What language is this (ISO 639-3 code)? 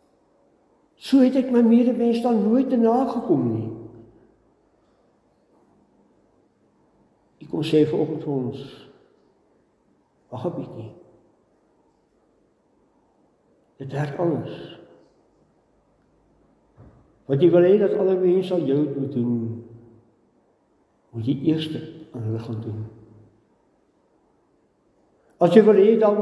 afr